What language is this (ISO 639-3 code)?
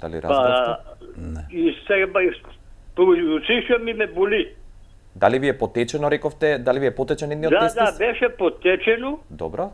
mkd